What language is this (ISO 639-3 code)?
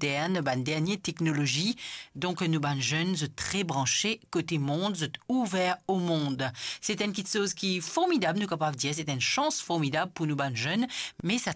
mfe